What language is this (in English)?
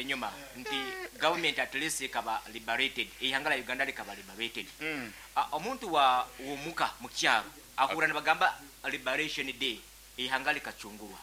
Nyankole